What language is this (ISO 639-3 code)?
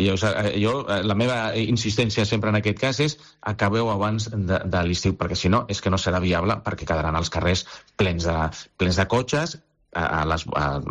cat